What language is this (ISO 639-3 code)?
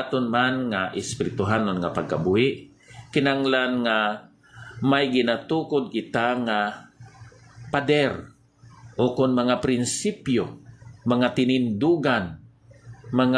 hil